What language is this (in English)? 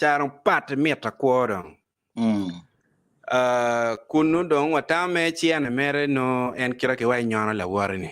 Acoli